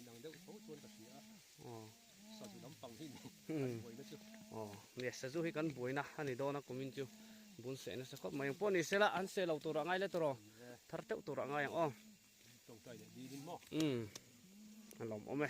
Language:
Mizo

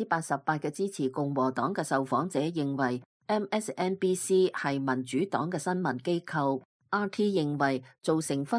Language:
Cantonese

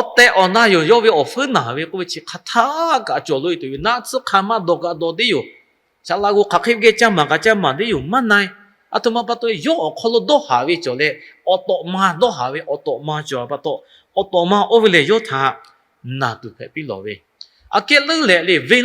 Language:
Lahu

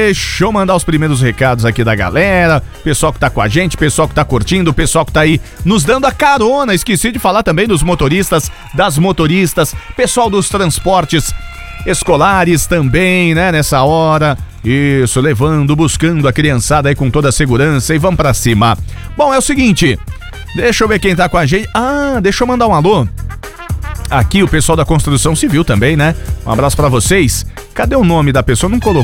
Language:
Portuguese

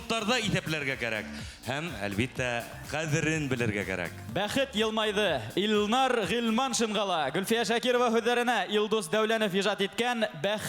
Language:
Bashkir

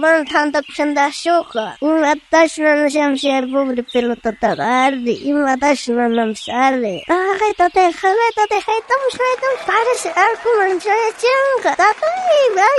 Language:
South Bolivian Quechua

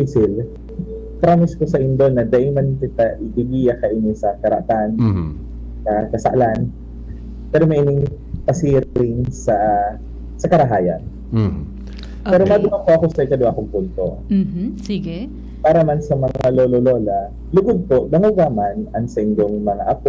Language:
Bikol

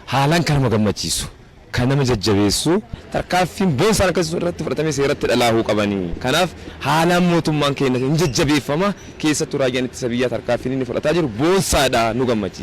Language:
Oromo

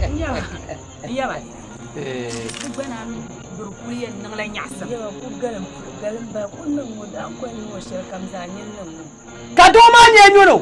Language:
Dagbani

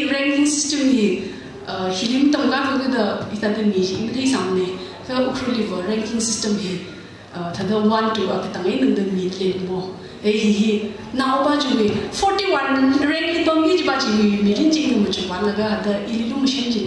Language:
Tangkhul Naga (India)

